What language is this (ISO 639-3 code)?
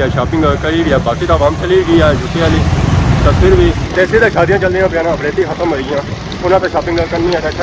phr